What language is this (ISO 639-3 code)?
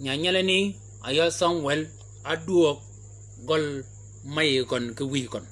shk